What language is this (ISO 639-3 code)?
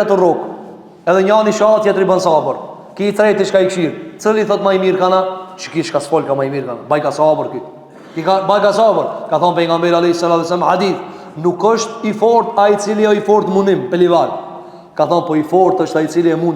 sqi